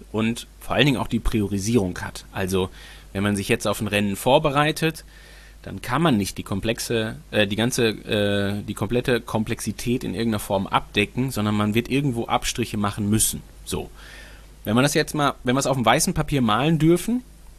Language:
German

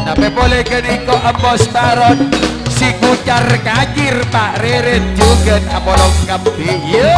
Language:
Madurese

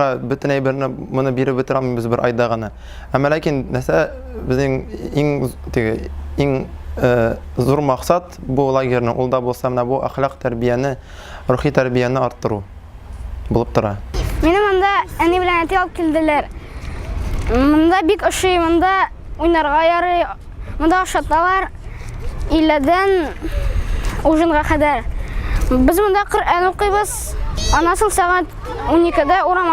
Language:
Tatar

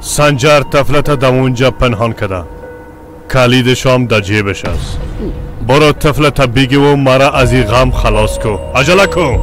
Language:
Persian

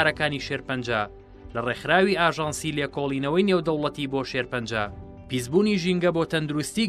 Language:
Central Kurdish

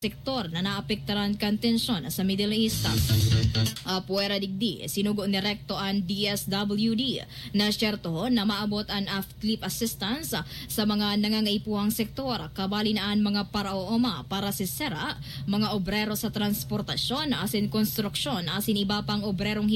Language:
Bikol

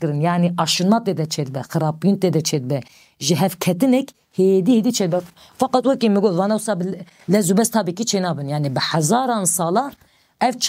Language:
Kurdish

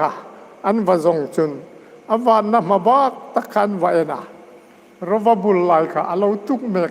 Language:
Hmar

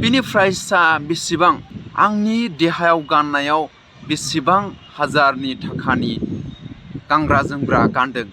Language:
Bodo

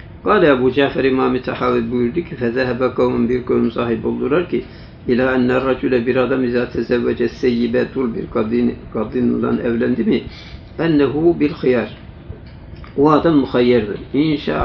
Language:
Turkish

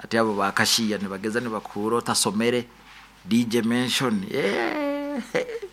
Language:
Nyoro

